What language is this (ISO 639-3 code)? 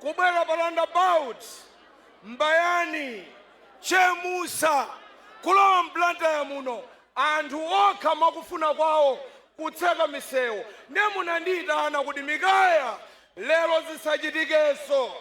nya